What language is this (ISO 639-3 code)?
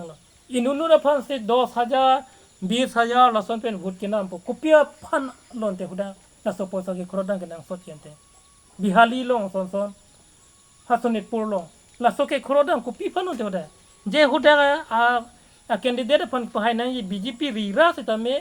mjw